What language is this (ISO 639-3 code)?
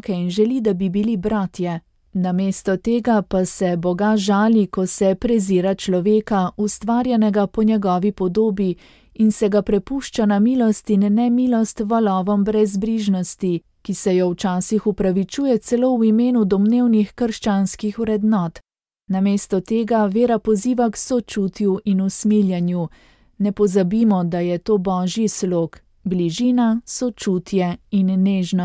slv